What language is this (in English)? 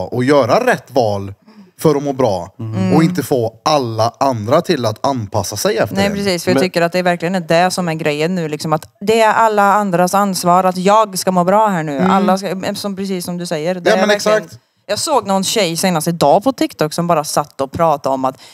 Swedish